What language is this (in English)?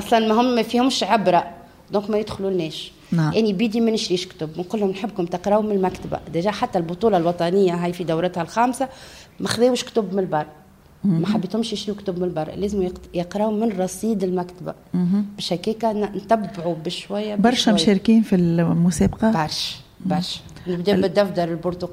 Tunisian Arabic